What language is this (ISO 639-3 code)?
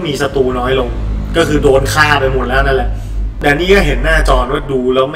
tha